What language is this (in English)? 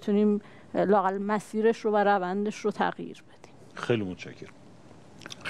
Persian